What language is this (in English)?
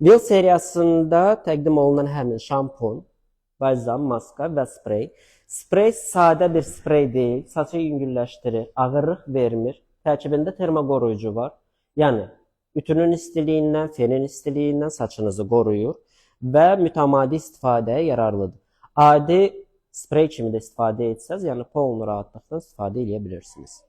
Azerbaijani